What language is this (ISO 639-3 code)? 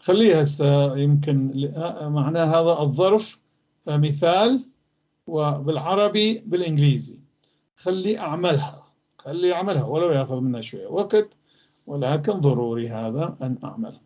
apc